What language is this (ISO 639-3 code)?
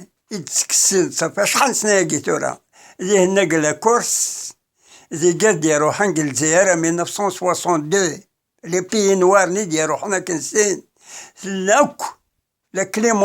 kab